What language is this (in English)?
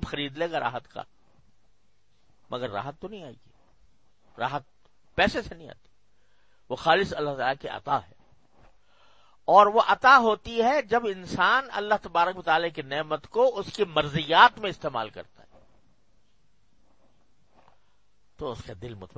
Urdu